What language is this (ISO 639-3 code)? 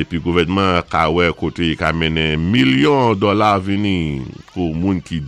acf